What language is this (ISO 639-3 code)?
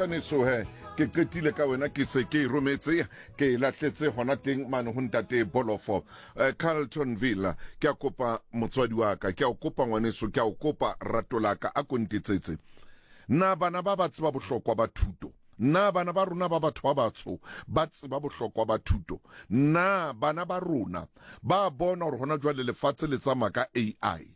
sot